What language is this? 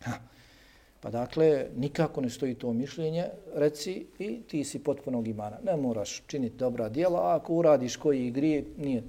Bosnian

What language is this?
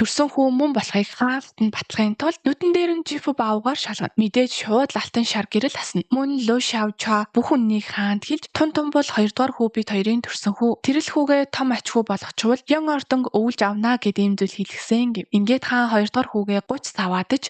Mongolian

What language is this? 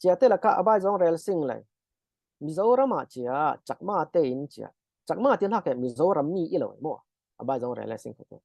Falam Chin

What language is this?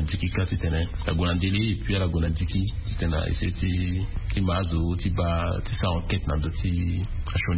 Sango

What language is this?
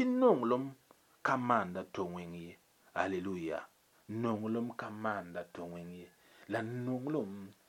Mossi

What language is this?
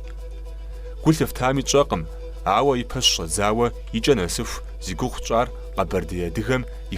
Kabardian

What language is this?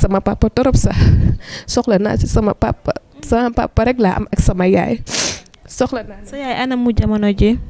Wolof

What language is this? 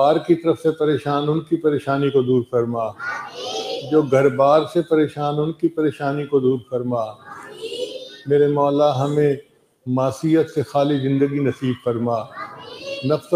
Urdu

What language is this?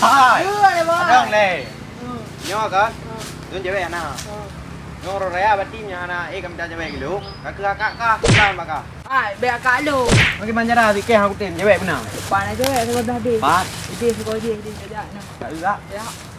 Achinese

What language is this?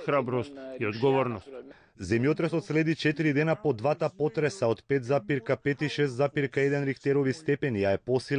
Macedonian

